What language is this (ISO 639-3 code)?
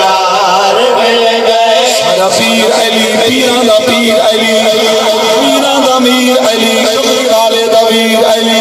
skr